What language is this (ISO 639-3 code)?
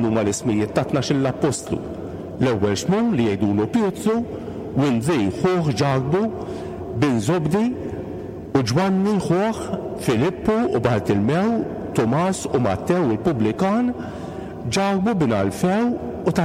mlt